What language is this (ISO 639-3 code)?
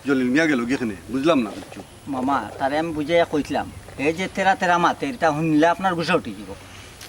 syl